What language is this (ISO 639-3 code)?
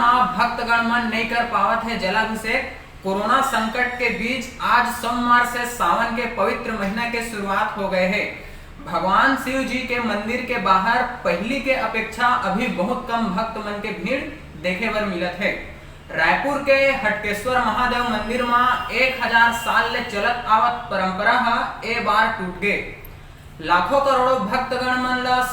hne